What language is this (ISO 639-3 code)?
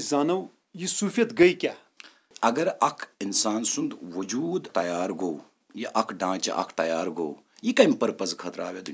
kas